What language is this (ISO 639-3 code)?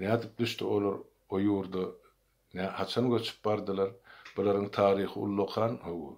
tuk